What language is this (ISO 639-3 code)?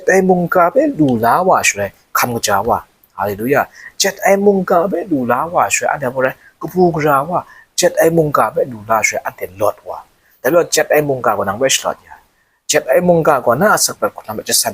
kac